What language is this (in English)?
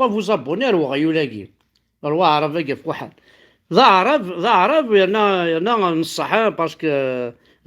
Kabyle